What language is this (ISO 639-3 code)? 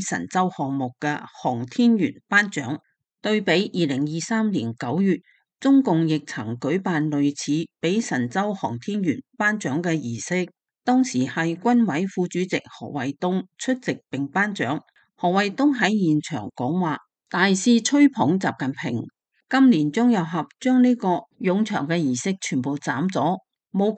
yue